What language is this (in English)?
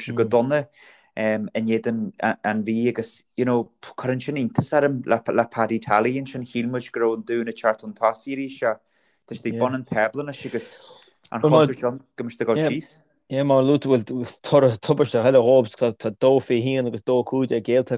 Irish